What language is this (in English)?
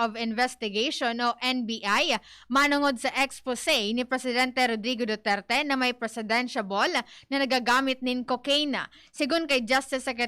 Bikol